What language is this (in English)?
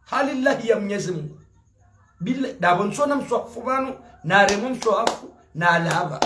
Ngazidja Comorian